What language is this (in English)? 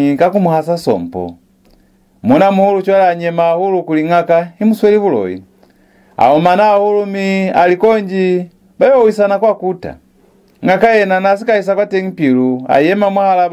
Lozi